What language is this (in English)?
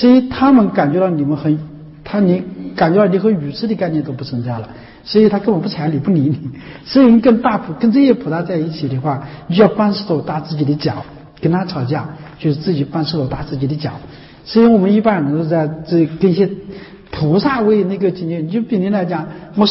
Chinese